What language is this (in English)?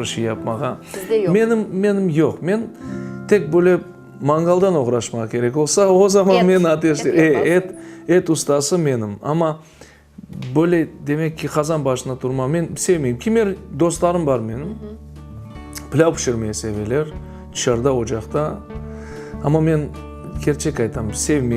Crimean Tatar